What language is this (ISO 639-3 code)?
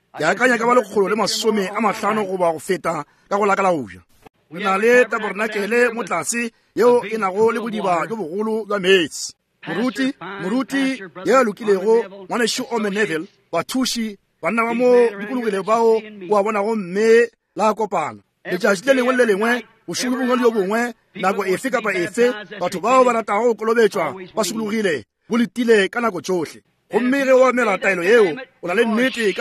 nso